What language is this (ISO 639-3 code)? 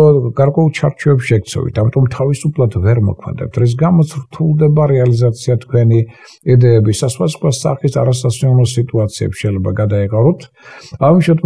kat